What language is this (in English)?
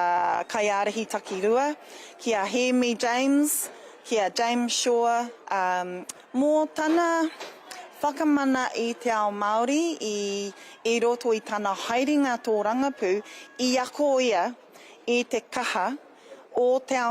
Māori